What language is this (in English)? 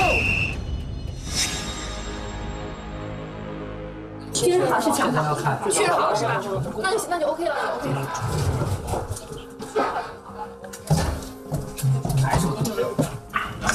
Chinese